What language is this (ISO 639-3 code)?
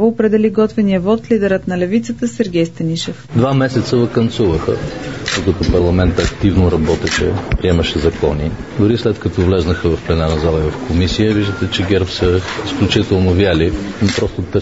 bul